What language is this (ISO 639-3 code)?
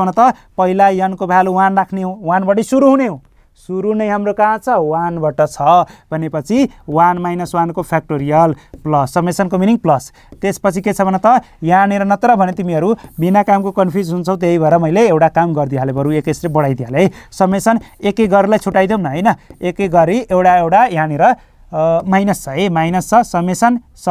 nep